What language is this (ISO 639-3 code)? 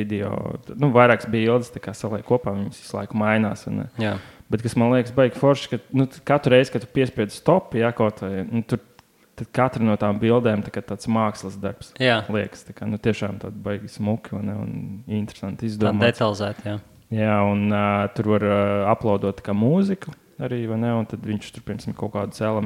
lav